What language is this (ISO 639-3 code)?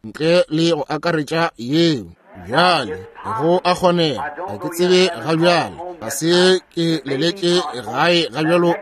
nso